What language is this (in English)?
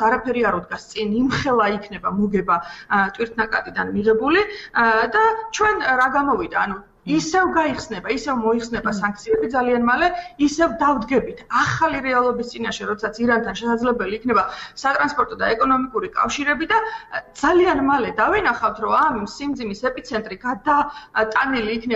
Georgian